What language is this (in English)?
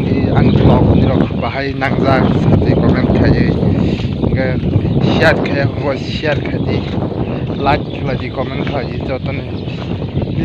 Kok Borok